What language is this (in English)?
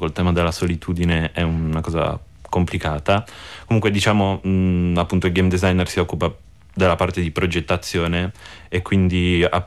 Italian